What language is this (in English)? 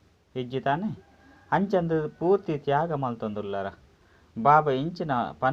Tulu